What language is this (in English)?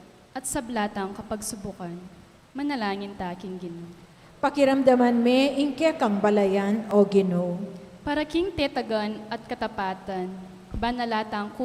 Pampanga